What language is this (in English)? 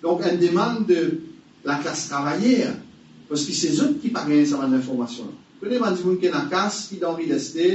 Morisyen